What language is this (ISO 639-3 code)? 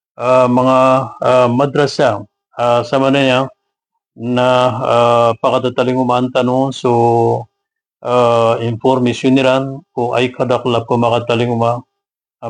mrw